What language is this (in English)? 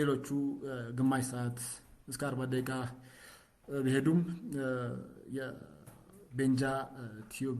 Amharic